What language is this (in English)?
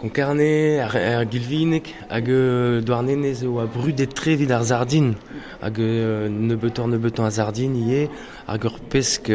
Breton